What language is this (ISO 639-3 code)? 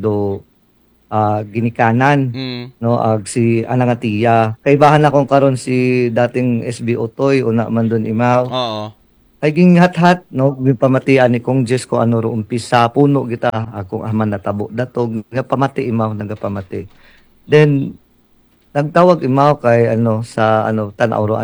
akl